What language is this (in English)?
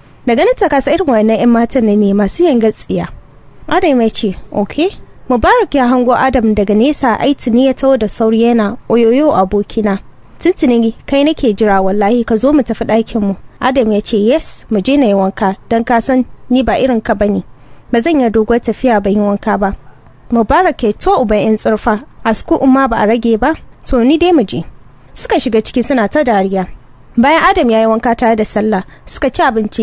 Hausa